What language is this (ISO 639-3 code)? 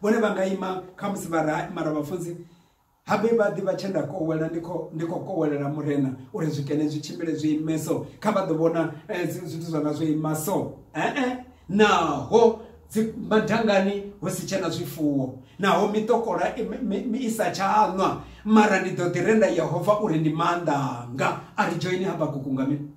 ven